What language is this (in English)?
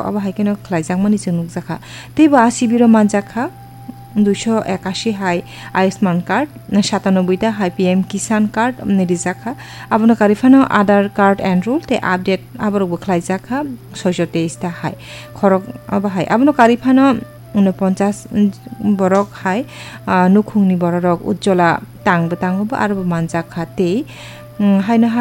Kok Borok